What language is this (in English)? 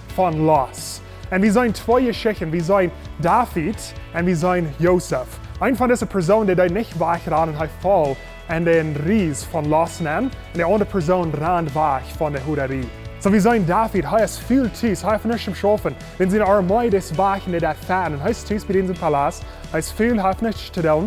Plautdietsch